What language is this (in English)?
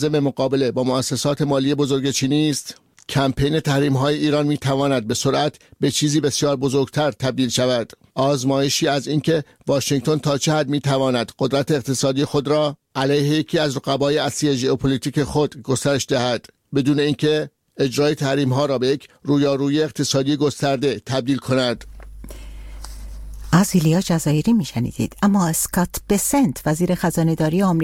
Persian